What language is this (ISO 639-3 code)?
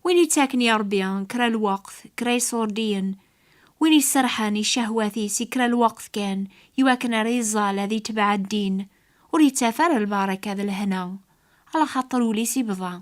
kab